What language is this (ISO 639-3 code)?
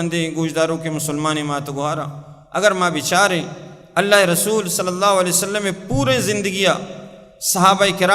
bal